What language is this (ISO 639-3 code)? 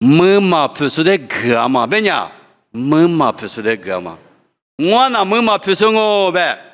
lis